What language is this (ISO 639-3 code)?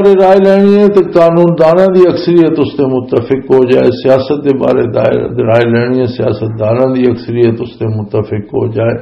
lah